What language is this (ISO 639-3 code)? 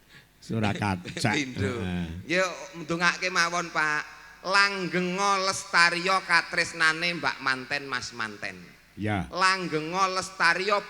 jav